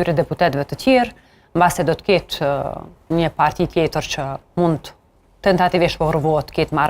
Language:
Albanian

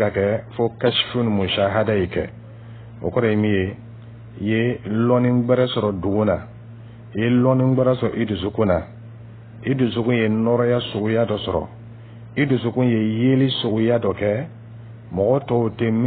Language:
Dyula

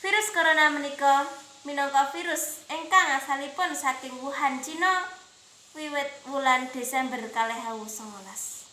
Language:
Javanese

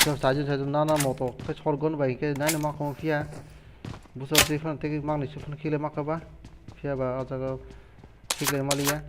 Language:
Kok Borok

